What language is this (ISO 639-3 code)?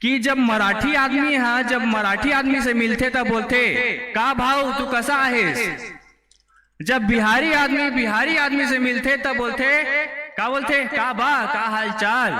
hne